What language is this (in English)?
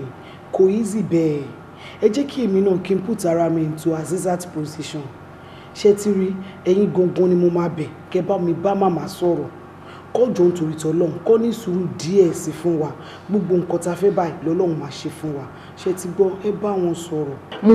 Yoruba